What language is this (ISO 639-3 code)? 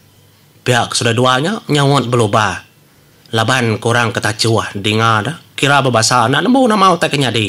iba